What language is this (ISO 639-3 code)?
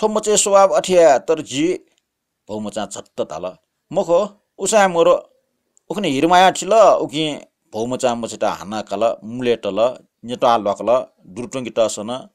new